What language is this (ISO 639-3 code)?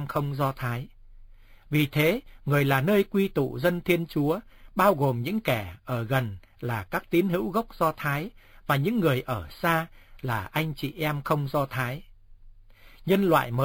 vie